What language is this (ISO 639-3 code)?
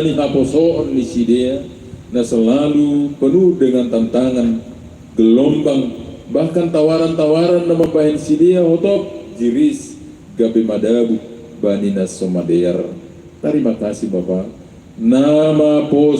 bts